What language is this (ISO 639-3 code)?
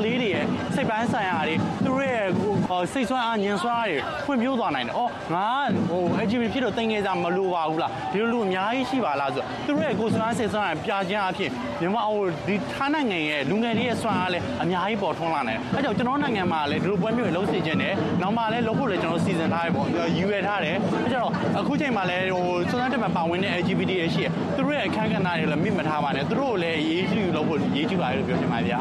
mya